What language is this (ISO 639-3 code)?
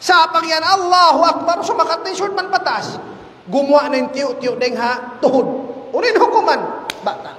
tsg